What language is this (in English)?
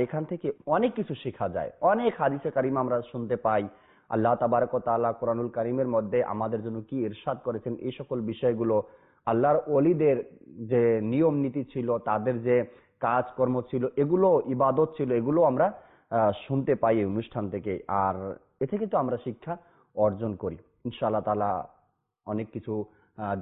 Bangla